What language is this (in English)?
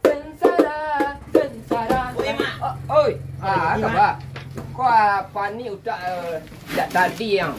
Minangkabau